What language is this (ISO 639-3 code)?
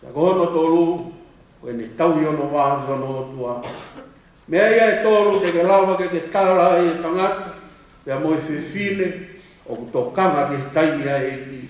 ton